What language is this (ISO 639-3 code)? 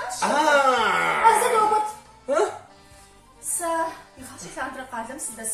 kbd